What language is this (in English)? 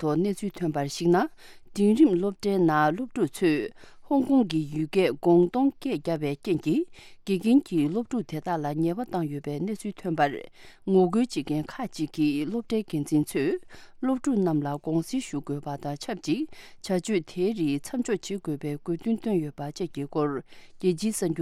Tibetan